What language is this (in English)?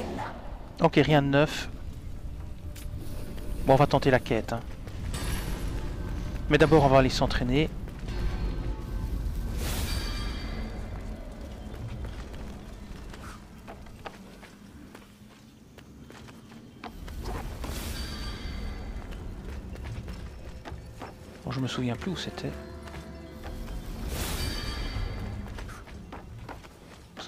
French